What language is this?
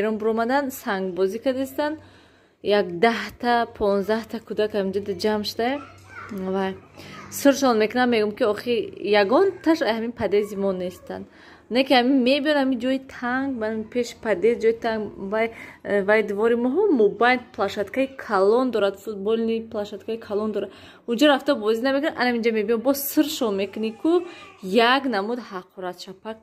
Tajik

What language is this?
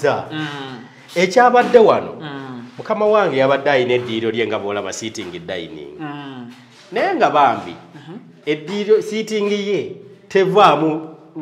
Ganda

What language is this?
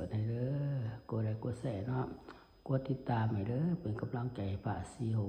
Lao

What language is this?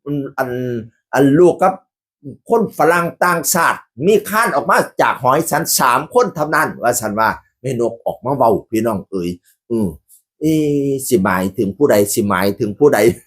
Northeastern Thai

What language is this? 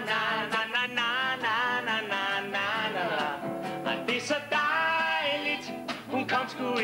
Danish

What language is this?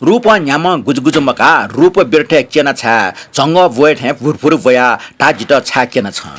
Newari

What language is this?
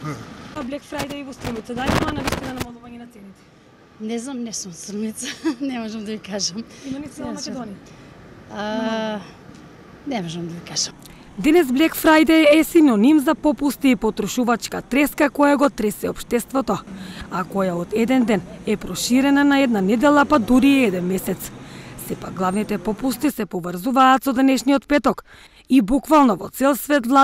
Macedonian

